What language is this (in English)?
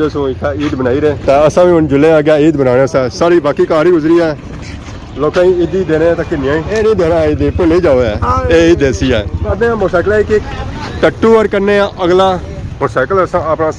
Pahari-Potwari